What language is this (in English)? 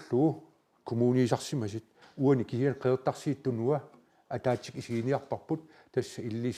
Kalaallisut